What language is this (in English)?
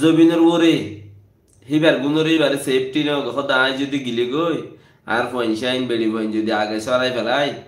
Rohingya